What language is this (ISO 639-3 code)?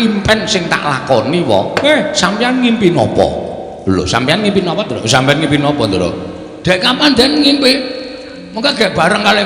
jav